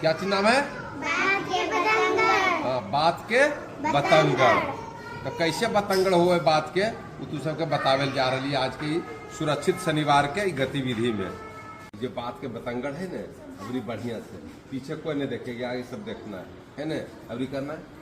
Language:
Magahi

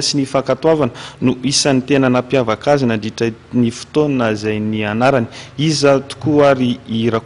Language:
Malagasy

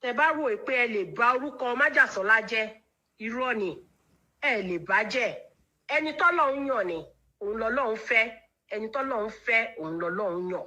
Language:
Yoruba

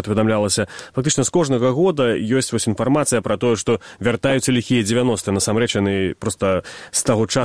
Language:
Belarusian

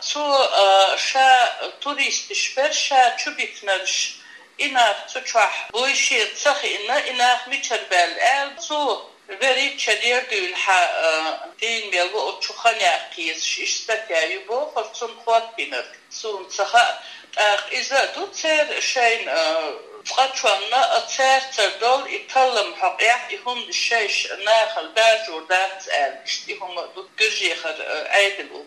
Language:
Chechen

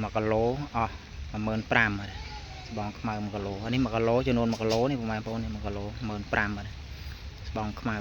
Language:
Khmer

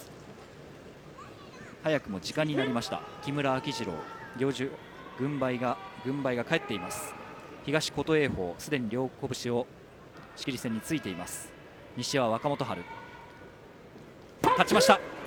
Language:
Japanese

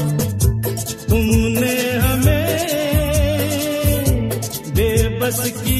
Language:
Hindi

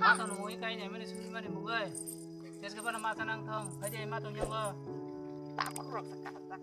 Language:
Kok Borok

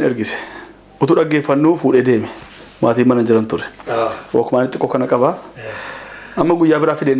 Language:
Oromo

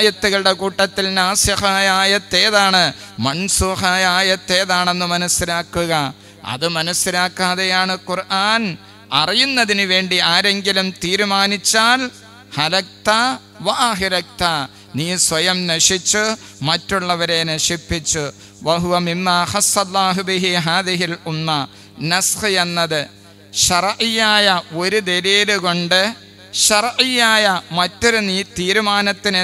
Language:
Malayalam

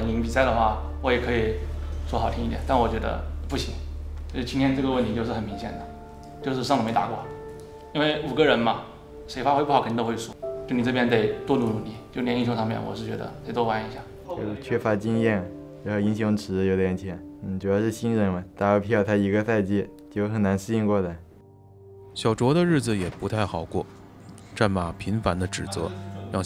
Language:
Chinese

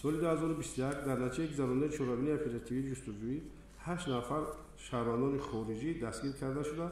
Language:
Tajik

